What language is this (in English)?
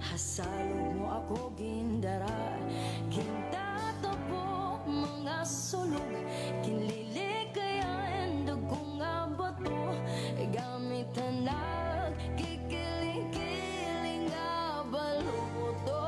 Waray